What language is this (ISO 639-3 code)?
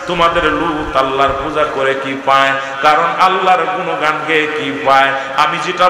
ben